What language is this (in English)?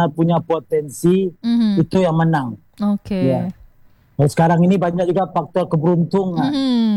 Indonesian